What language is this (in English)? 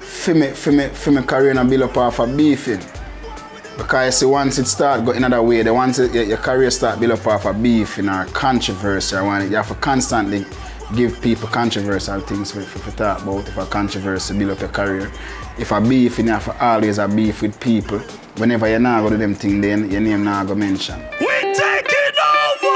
Jamaican Creole English